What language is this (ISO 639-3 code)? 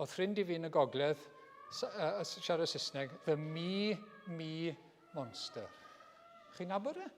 cym